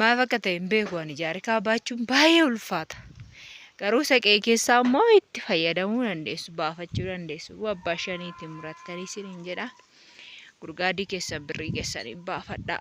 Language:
Oromo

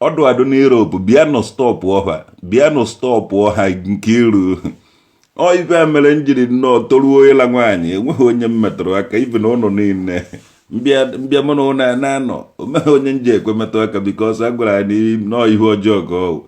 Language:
Igbo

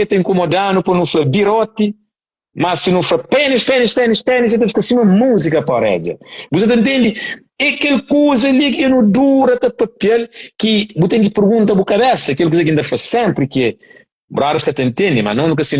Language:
Kabuverdianu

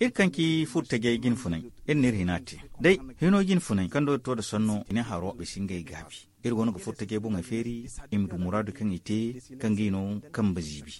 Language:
Zarma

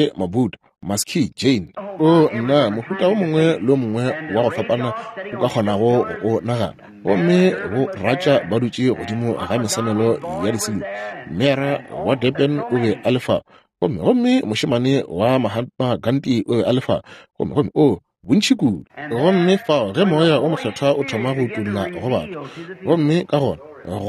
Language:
Northern Sotho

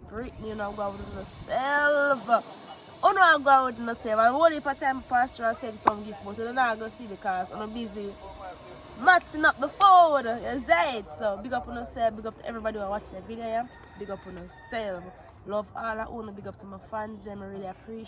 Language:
Jamaican Creole English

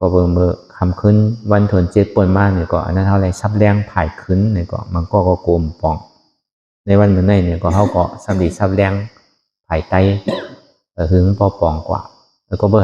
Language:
Shan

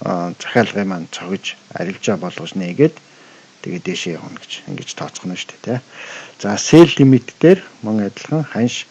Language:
Mongolian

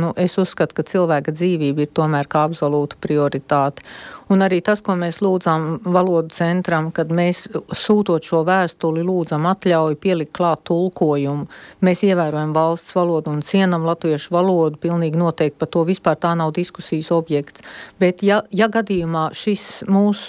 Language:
Latvian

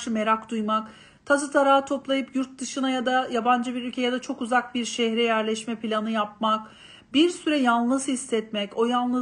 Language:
Turkish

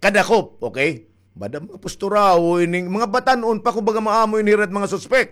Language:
Waray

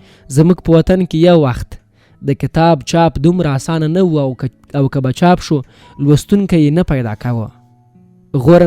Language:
Pashto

